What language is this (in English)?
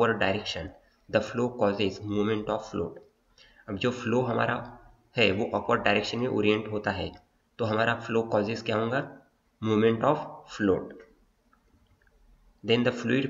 Hindi